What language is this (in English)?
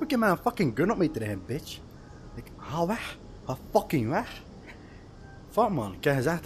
Dutch